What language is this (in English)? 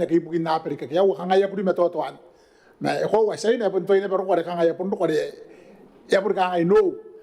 Gilbertese